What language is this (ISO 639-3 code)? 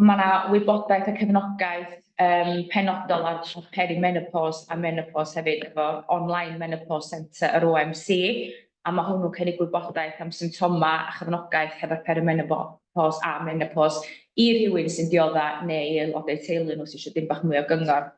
cym